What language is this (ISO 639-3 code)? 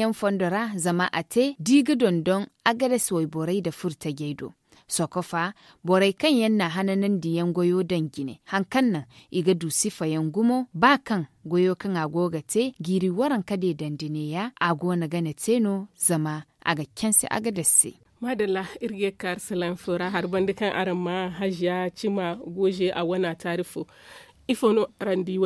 dje